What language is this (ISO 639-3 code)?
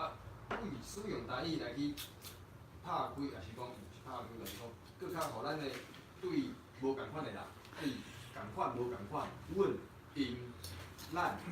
nan